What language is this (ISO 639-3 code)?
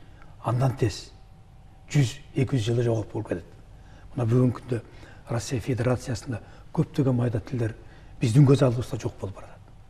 kir